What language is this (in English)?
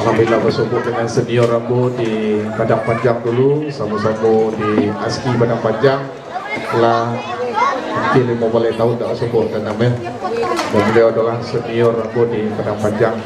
Minangkabau